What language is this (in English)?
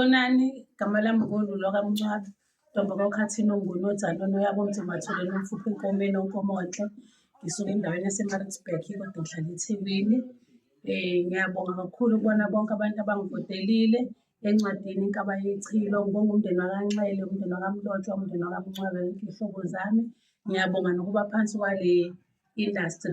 Zulu